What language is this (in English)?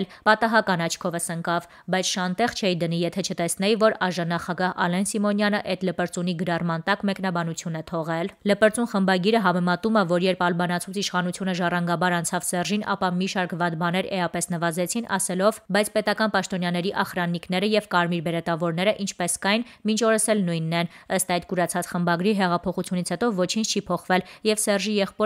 Armenian